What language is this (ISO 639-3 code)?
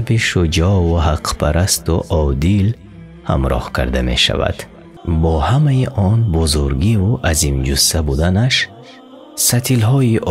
tgk